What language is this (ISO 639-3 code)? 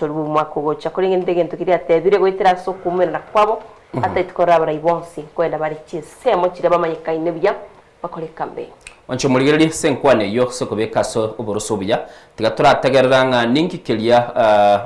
guz